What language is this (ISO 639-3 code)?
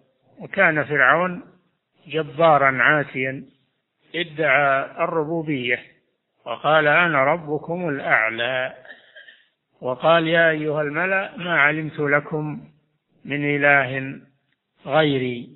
ara